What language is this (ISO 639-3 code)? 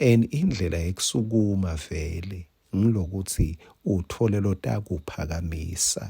ssw